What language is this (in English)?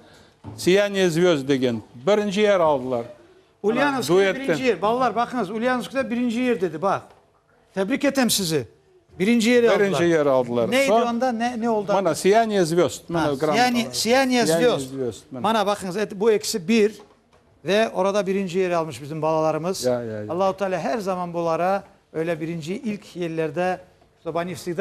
Crimean Tatar